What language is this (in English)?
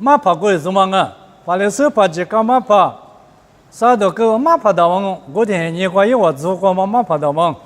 Lisu